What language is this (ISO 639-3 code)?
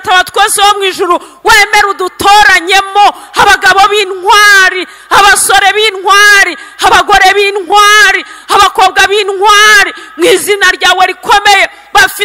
kin